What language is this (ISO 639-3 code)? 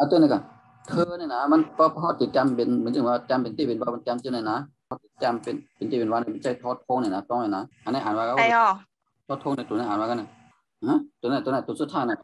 shn